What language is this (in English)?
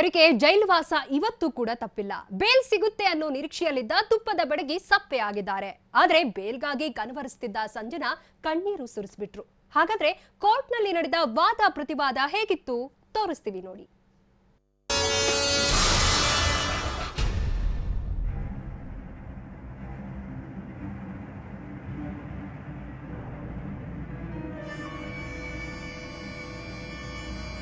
Kannada